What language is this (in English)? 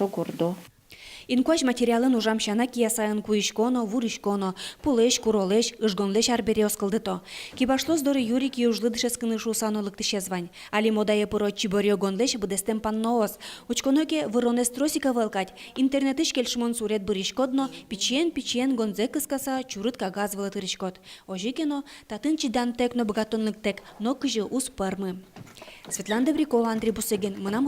Udmurt